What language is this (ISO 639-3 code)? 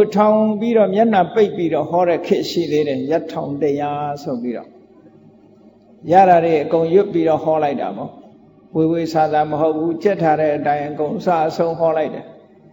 mya